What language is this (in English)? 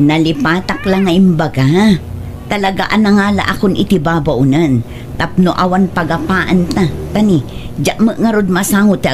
Iloko